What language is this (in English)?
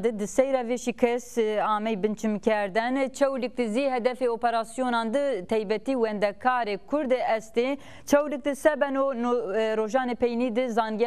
Zaza